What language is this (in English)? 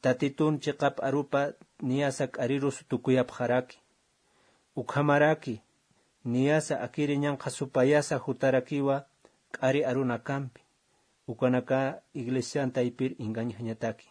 Aymara